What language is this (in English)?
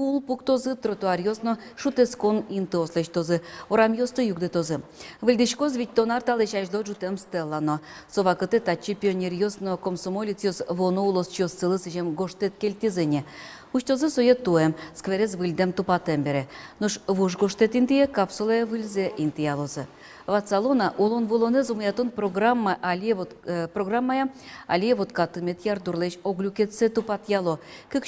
Udmurt